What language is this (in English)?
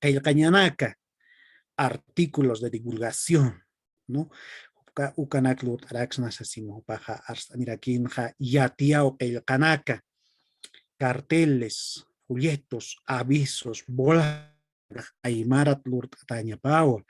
Aymara